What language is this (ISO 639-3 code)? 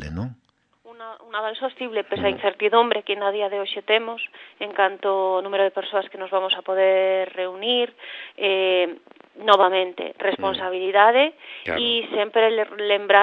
glg